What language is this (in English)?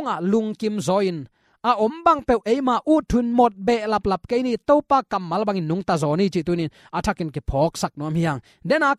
Tedim Chin